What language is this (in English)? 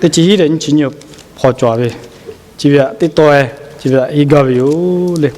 Lahu